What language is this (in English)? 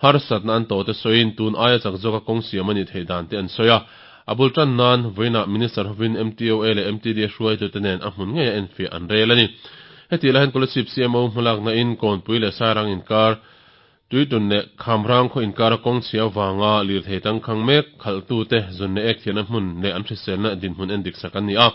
Mizo